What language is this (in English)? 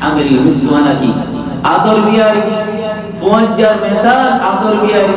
Rohingya